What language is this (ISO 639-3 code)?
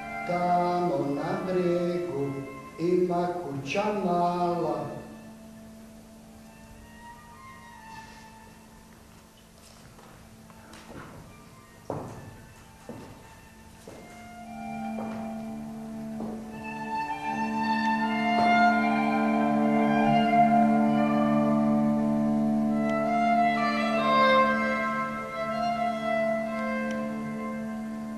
hrv